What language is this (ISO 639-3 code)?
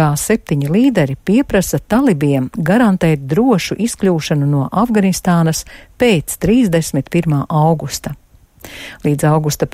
lav